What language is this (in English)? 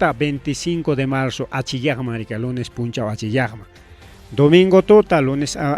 Ayacucho Quechua